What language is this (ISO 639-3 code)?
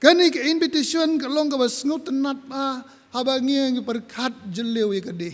kha